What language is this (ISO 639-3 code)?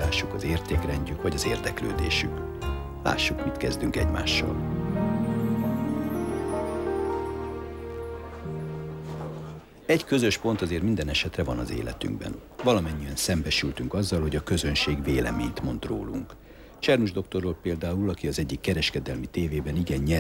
hun